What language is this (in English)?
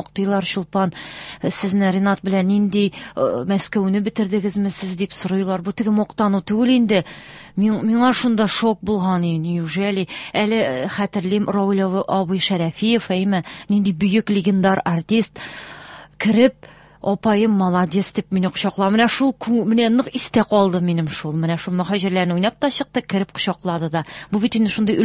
Tatar